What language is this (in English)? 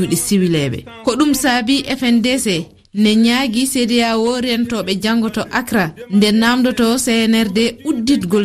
Fula